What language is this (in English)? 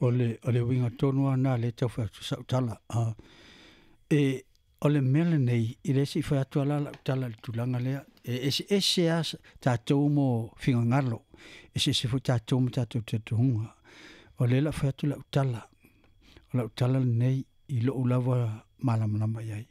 Samoan